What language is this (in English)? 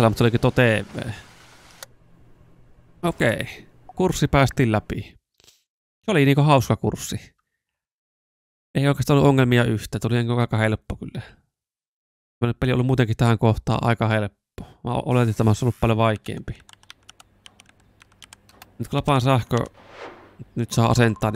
Finnish